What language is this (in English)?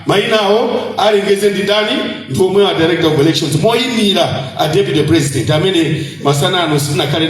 Nyanja